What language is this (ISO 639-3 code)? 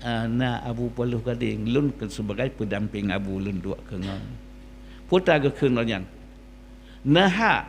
ace